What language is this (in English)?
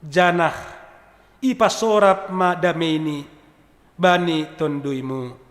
Batak Simalungun